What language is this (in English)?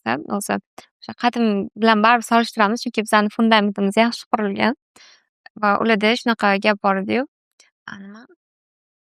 Uzbek